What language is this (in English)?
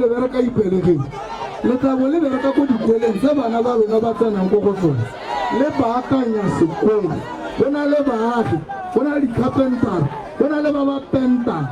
Tswana